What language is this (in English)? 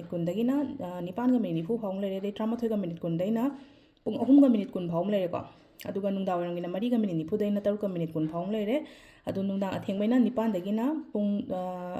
Manipuri